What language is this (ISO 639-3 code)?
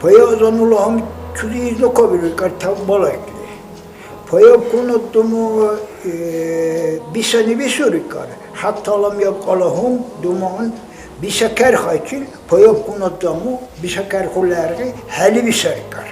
dar